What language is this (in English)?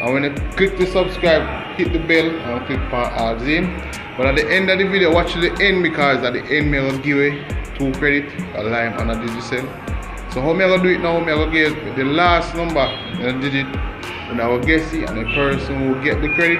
Jamaican Creole English